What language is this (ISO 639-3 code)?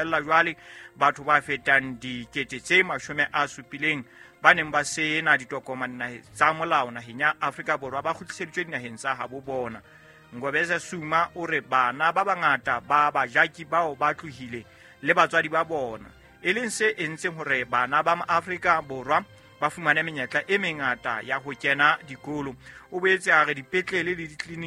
sot